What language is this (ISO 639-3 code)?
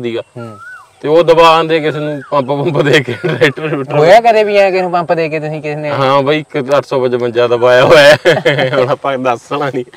pan